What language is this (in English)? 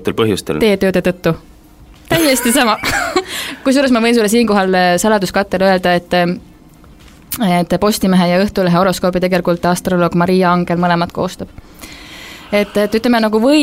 Estonian